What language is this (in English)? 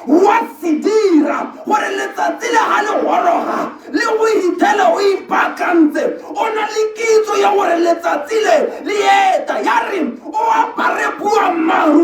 Tswana